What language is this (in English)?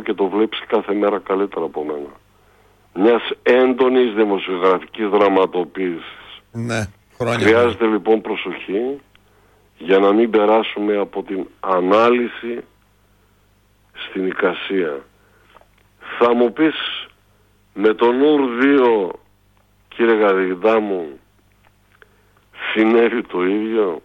Greek